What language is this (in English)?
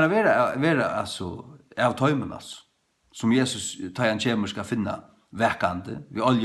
Faroese